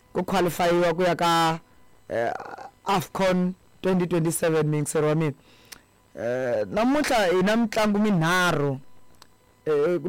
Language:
Tsonga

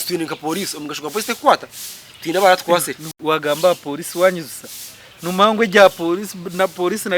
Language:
Nyankole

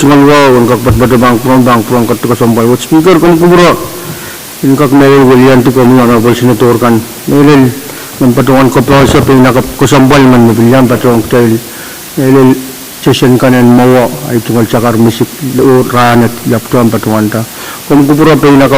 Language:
Pohnpeian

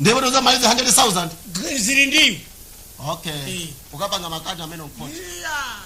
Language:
Nyanja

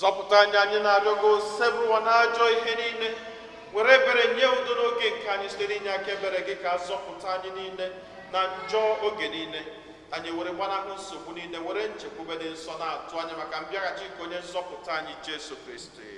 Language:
Igbo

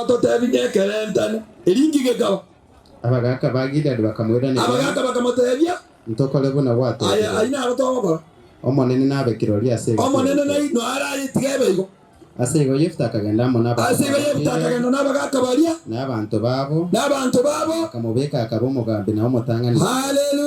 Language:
Gusii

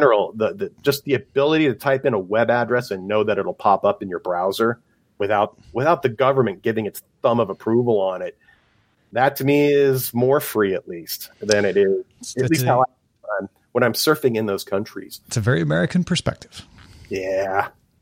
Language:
English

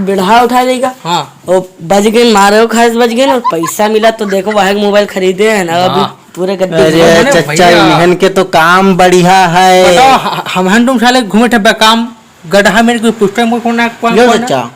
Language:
Awadhi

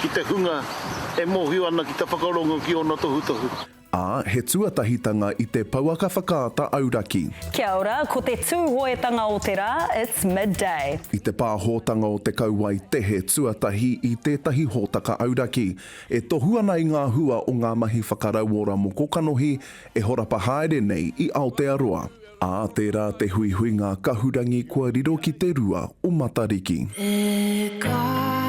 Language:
Māori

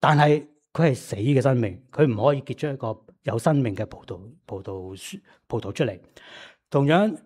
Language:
Cantonese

